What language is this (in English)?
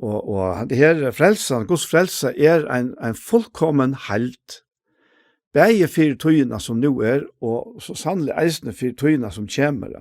Faroese